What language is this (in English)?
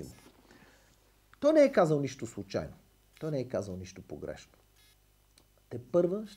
Bulgarian